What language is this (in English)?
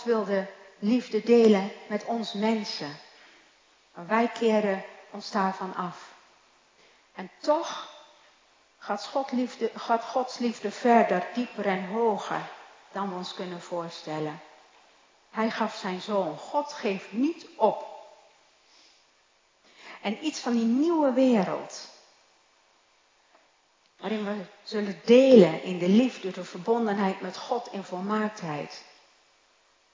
Dutch